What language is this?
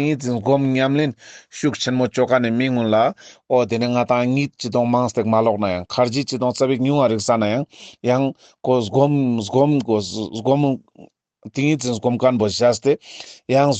Ladakhi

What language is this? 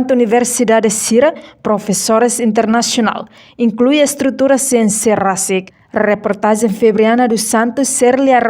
Tetum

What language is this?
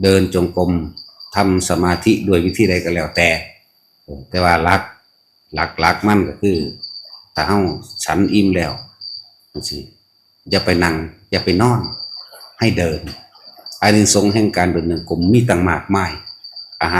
Northeastern Thai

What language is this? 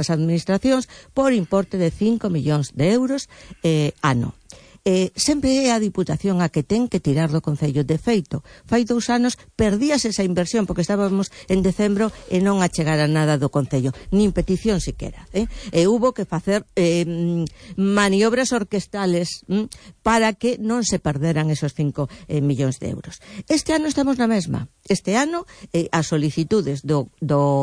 Galician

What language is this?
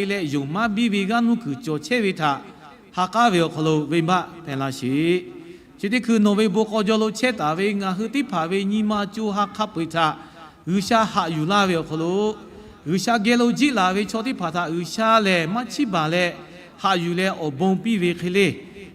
Lahu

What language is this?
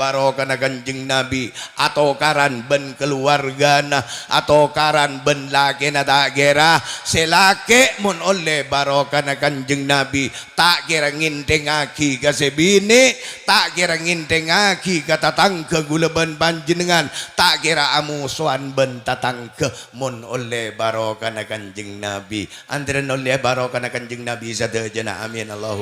Madurese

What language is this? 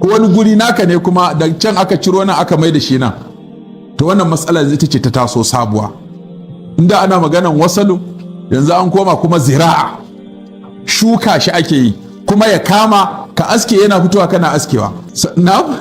Hausa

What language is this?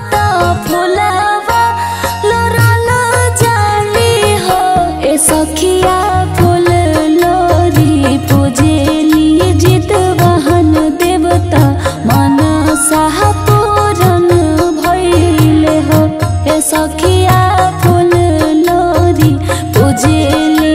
Bhojpuri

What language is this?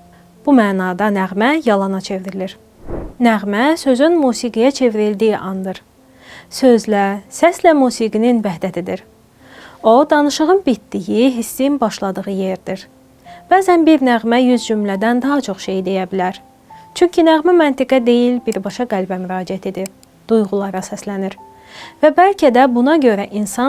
Azerbaijani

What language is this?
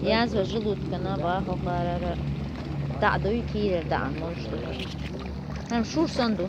Chechen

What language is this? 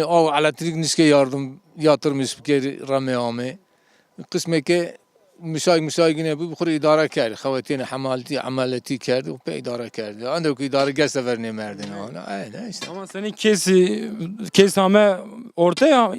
Zaza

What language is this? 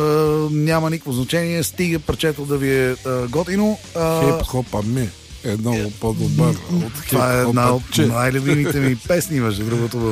Bulgarian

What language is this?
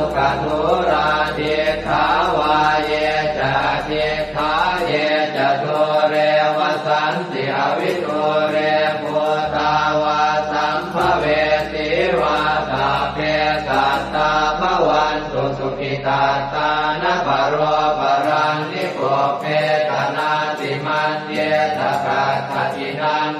Pali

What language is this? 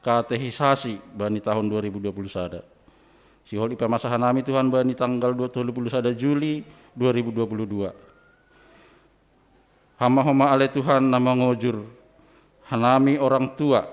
Batak Simalungun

